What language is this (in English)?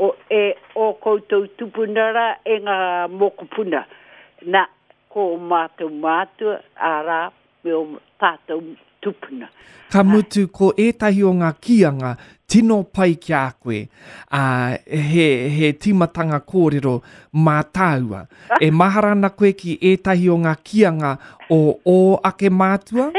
Māori